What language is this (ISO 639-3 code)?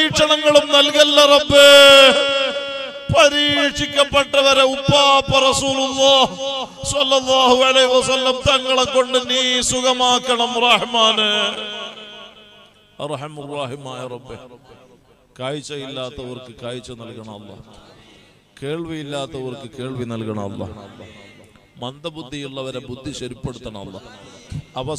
mal